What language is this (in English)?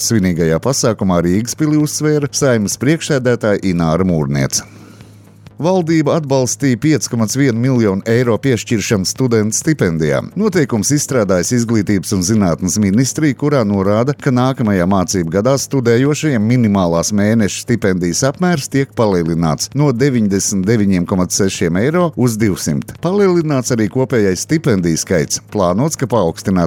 Latvian